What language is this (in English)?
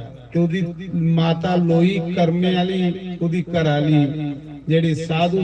Dogri